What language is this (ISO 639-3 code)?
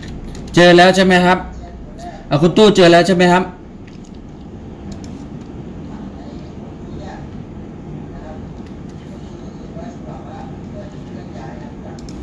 tha